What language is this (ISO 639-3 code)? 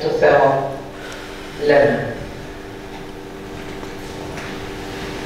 ell